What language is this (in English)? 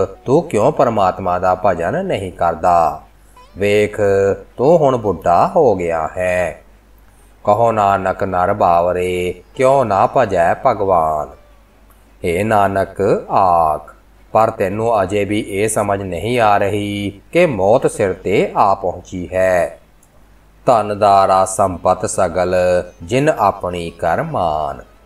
Punjabi